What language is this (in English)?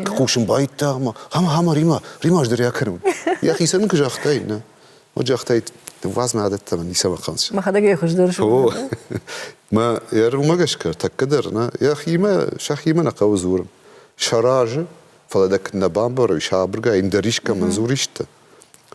Ossetic